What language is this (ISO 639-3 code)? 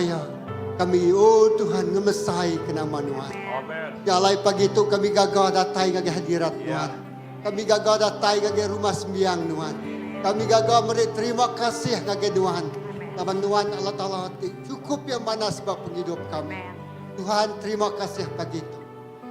iba